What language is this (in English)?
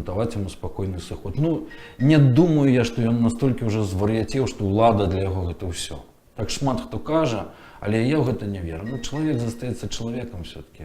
Belarusian